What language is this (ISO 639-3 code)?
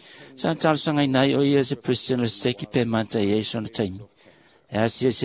smo